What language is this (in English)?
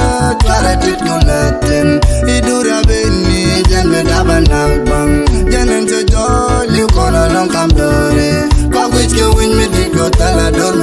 Nuer